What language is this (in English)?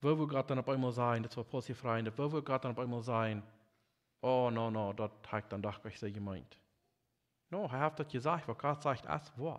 Plautdietsch